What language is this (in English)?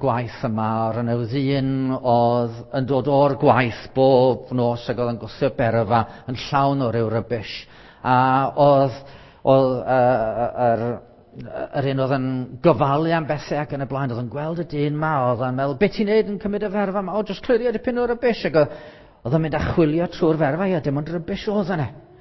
Welsh